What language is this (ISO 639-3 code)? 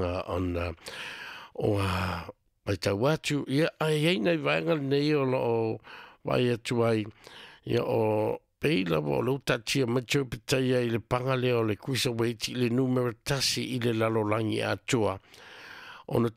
smo